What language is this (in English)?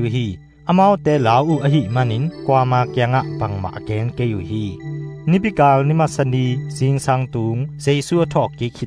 Tedim Chin